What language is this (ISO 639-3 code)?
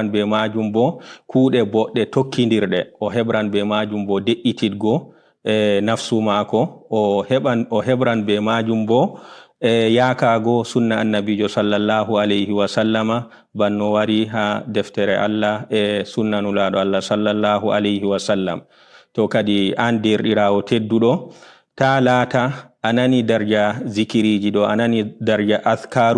ful